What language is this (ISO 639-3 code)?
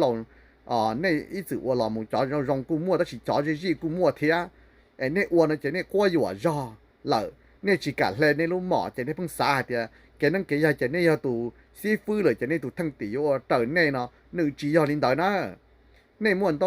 hmn